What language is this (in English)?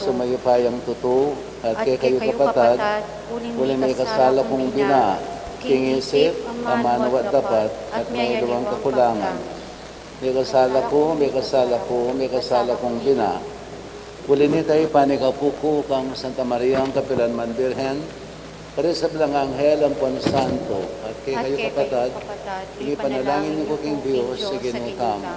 Pampanga